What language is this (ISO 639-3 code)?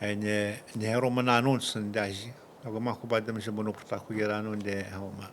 atj